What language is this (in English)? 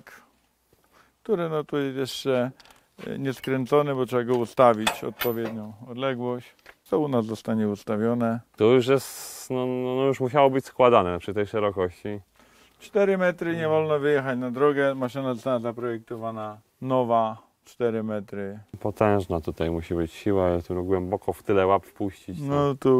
Polish